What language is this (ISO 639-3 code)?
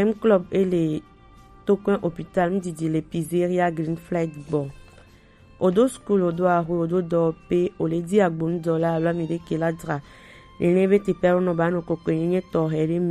gej